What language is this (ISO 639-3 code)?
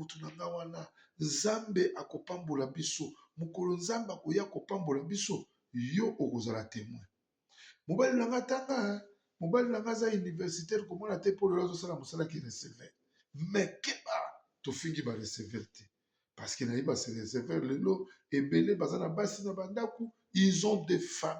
lin